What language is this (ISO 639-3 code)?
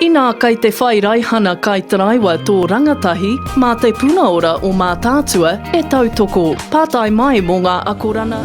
mri